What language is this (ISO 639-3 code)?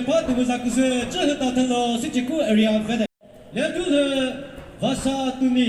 nri